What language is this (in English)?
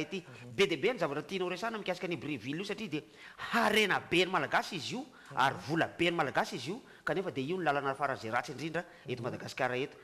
Malagasy